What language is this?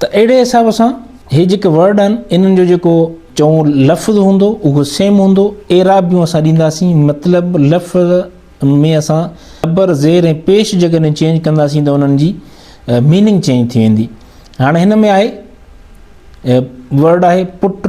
Sindhi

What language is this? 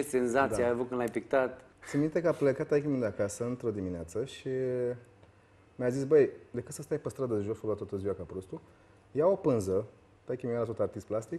Romanian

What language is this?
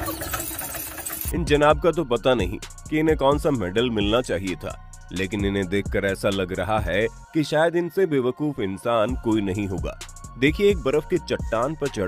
Hindi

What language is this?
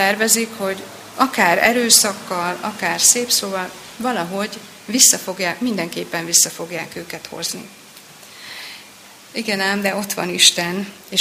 Hungarian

